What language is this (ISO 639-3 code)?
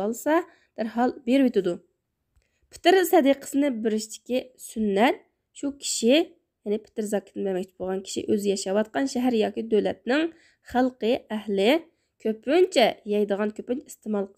uig